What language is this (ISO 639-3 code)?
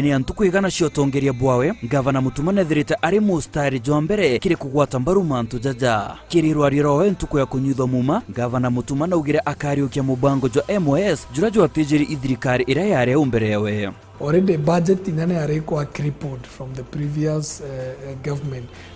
mer